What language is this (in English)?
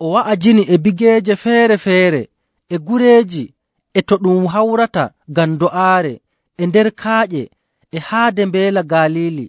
Nigerian Fulfulde